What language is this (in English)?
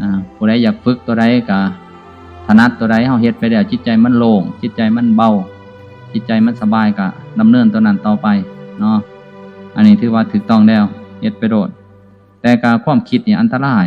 Lao